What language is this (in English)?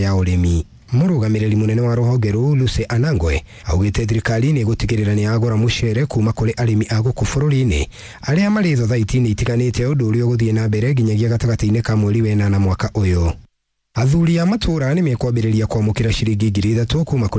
Kikuyu